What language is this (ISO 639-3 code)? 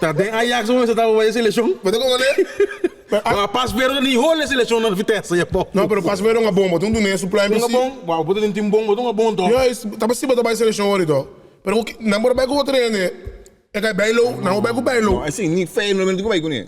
pap